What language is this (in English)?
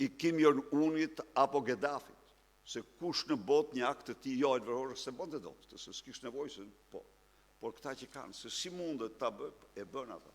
Albanian